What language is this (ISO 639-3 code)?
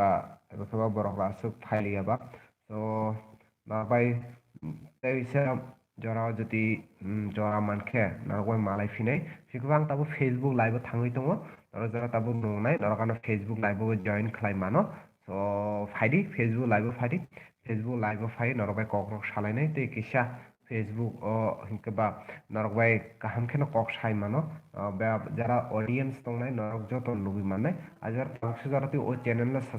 trp